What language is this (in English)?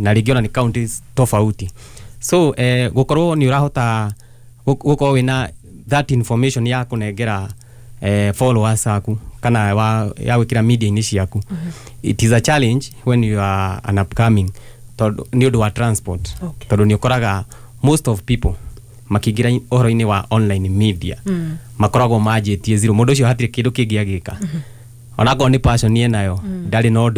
Kikuyu